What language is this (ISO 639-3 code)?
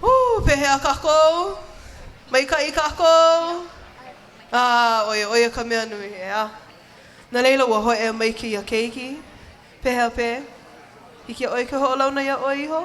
haw